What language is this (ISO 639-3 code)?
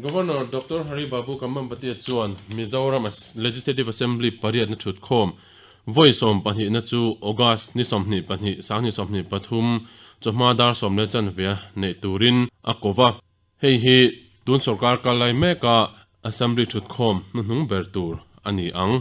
lus